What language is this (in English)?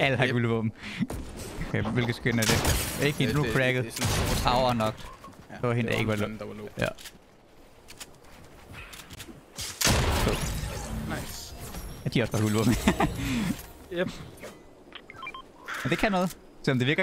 Danish